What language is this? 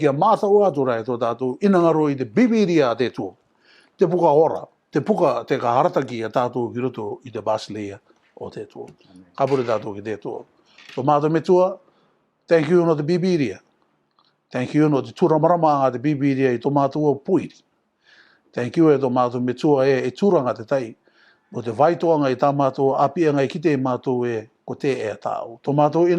Rarotongan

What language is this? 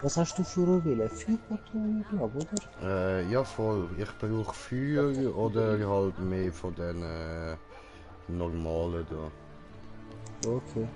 Swiss German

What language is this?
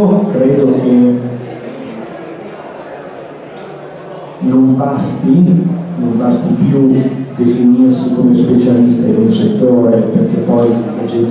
Italian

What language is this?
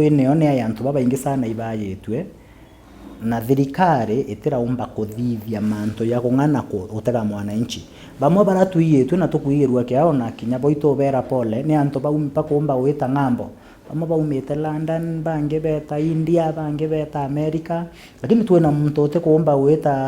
Meru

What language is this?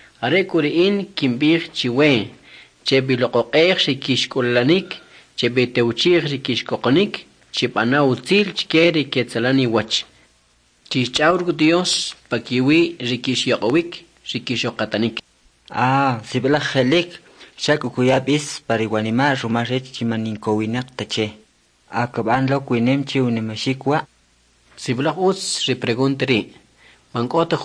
Kʼicheʼ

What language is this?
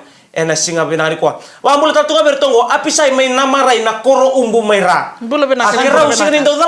Fijian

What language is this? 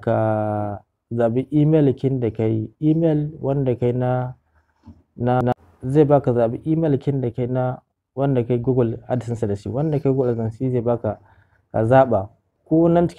Hausa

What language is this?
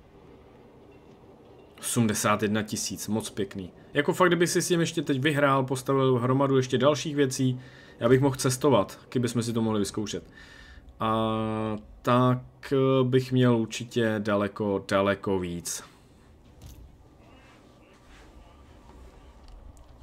Czech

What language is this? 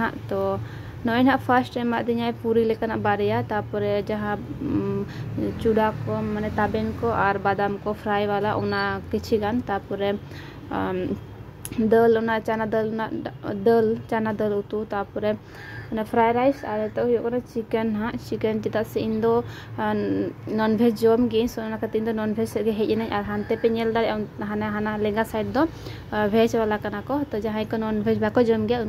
Santali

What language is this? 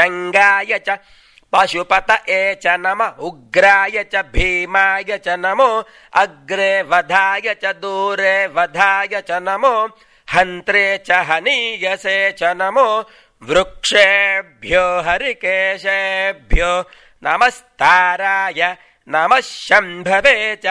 Sanskrit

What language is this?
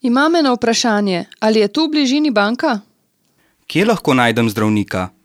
Slovenian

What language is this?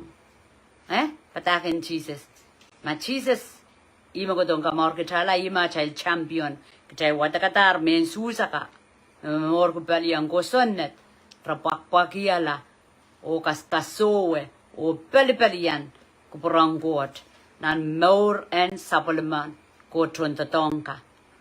Pohnpeian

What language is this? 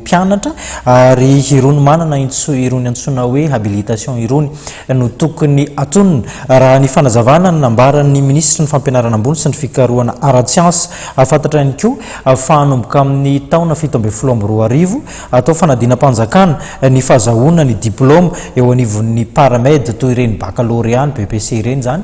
Malagasy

